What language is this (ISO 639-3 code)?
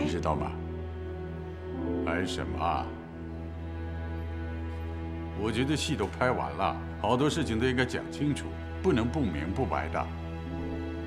zho